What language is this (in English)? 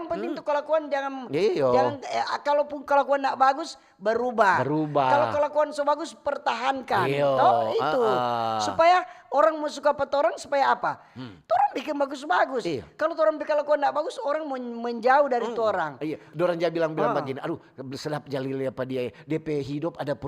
Manado Malay